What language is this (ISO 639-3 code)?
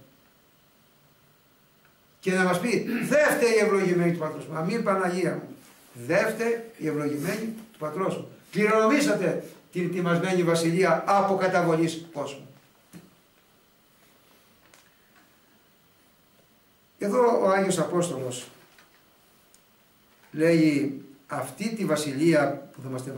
ell